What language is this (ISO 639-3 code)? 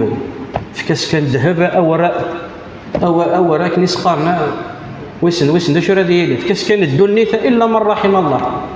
kab